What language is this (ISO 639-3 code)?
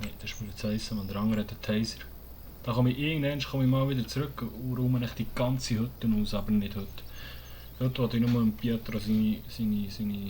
gsw